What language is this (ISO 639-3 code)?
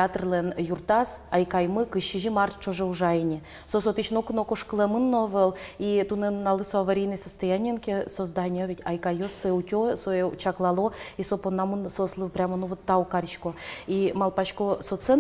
udm